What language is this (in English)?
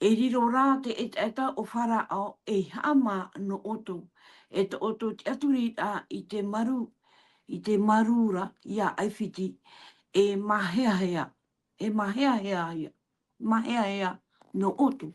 Tahitian